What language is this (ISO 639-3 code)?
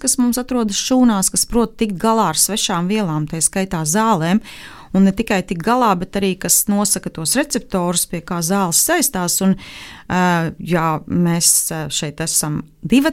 lav